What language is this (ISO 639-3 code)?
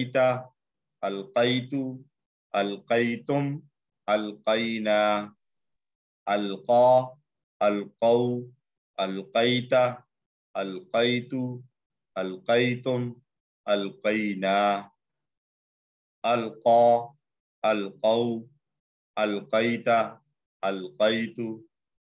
urd